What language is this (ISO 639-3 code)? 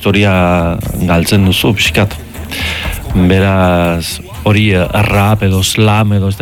eus